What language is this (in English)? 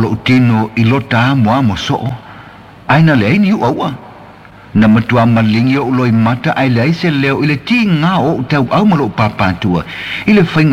Samoan